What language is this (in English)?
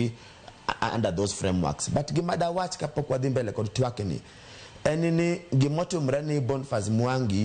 Luo (Kenya and Tanzania)